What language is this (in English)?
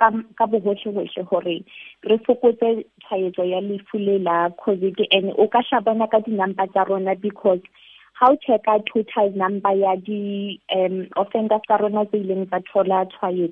Southern Sotho